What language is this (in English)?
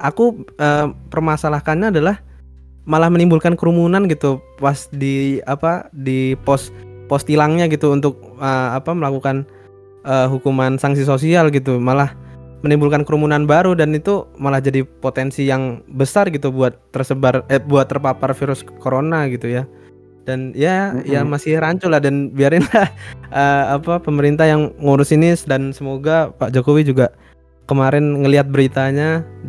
Indonesian